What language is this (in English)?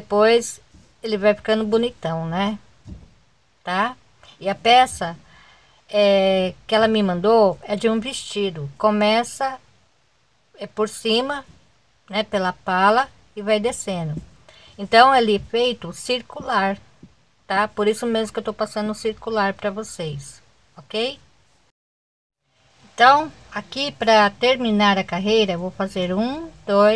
Portuguese